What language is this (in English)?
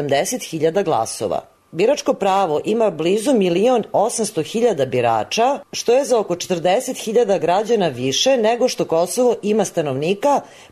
Serbian